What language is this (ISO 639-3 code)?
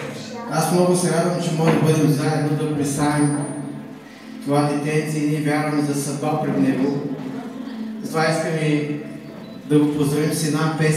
bul